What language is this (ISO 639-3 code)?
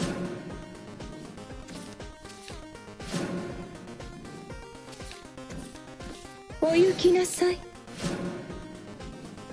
jpn